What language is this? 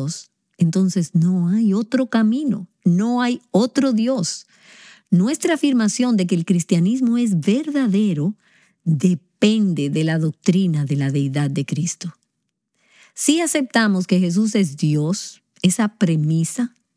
Spanish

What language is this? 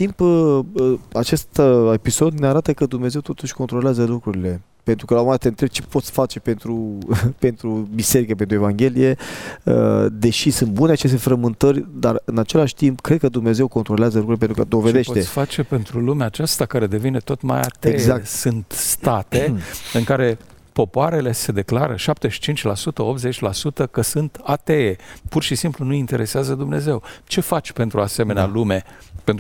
Romanian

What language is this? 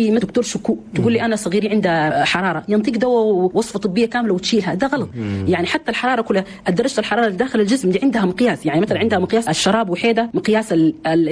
Chadian Arabic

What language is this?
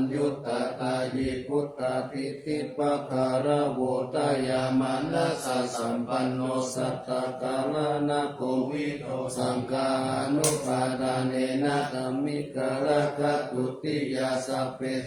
Pali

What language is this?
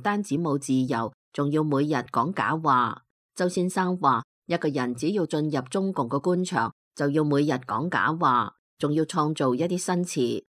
Cantonese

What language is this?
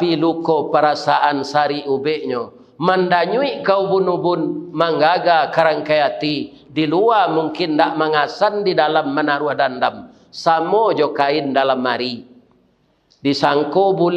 Minangkabau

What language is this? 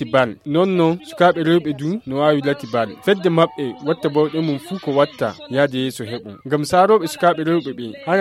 Nigerian Fulfulde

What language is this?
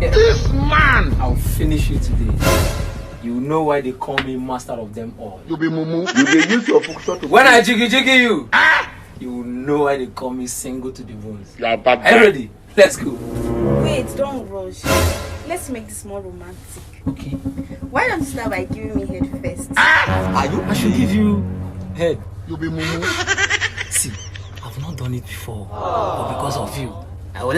Nigerian Pidgin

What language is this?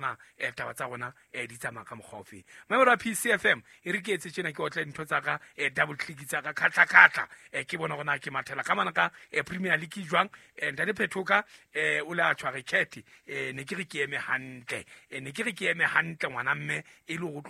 Southern Sotho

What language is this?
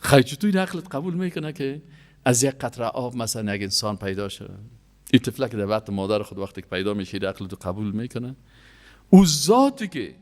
Persian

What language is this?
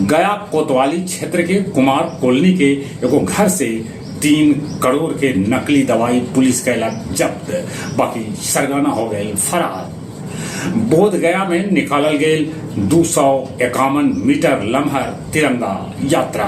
Magahi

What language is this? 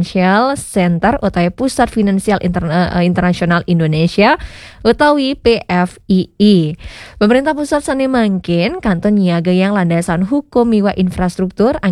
Balinese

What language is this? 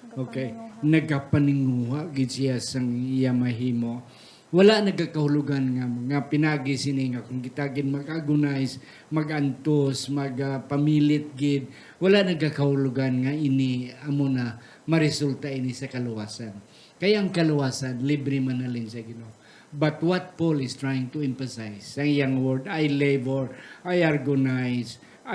Hiligaynon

